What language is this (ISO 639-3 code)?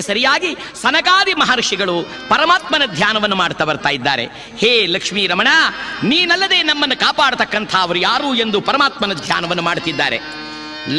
kan